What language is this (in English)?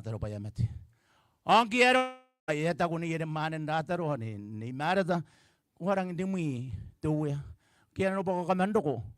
Gilbertese